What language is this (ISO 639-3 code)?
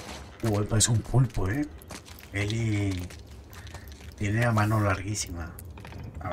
spa